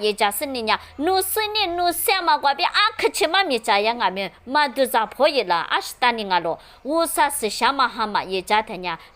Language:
Lisu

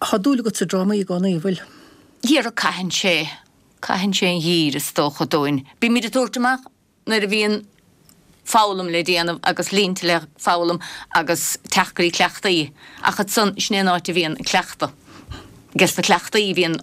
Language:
Irish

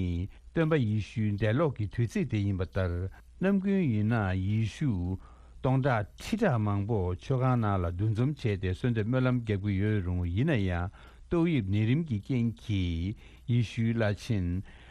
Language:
Tibetan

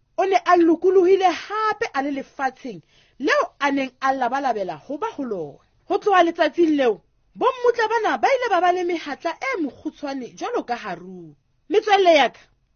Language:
Southern Sotho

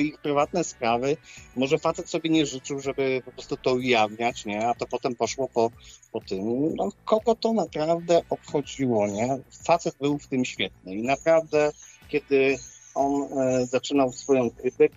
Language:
Polish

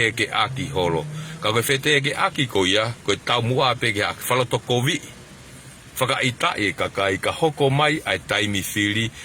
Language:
Tongan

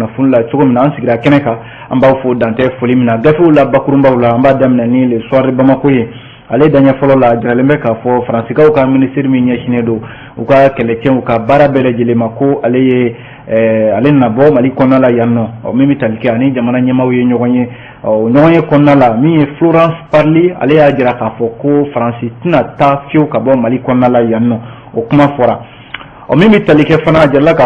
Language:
Bambara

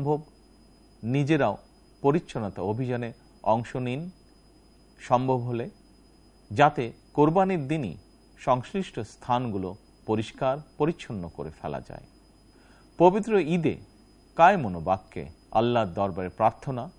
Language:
Bangla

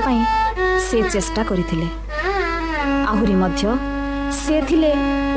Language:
Odia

